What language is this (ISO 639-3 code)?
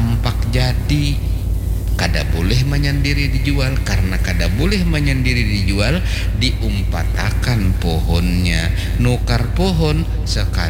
bjn